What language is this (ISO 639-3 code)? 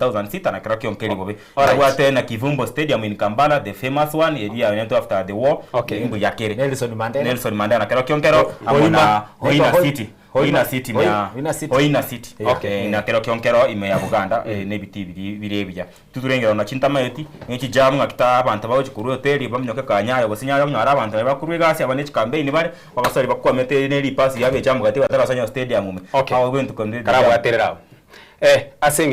guz